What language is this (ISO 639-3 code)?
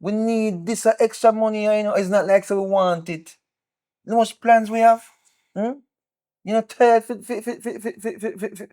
jam